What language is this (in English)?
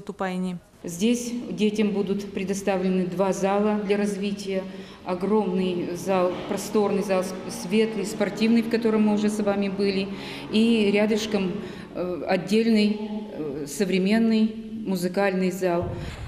Udmurt